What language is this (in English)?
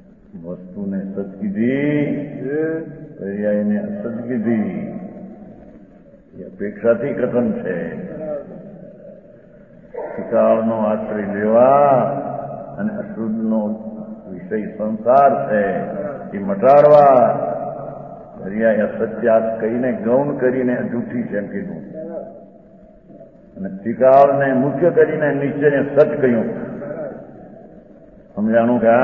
Gujarati